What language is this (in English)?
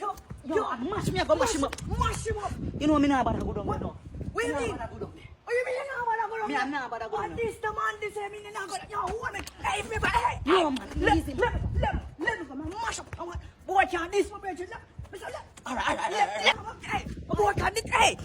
Jamaican Creole English